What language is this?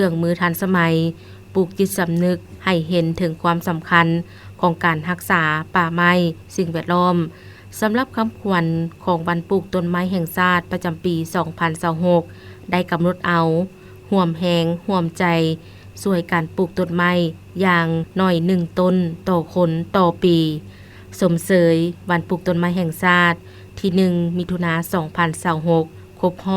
Lao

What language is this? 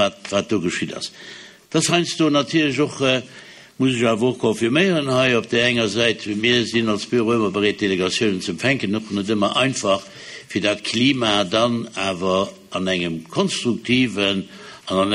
Luxembourgish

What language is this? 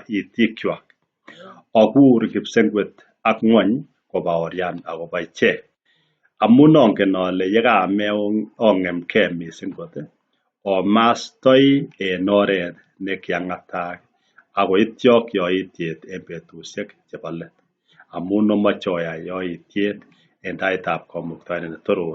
Kalenjin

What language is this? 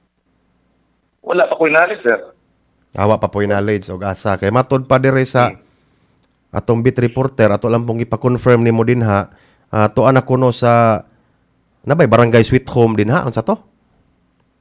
Cebuano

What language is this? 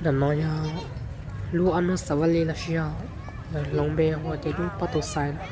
Hmong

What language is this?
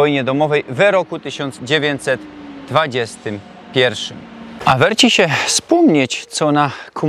Silesian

